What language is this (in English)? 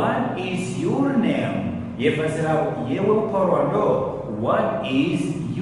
Ngazidja Comorian